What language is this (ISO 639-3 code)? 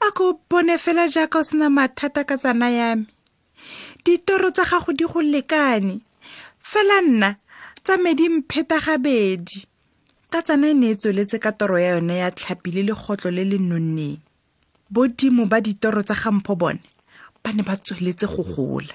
tsn